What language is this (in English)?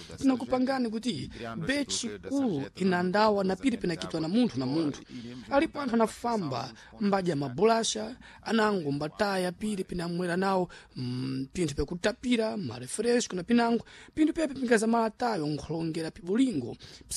Sena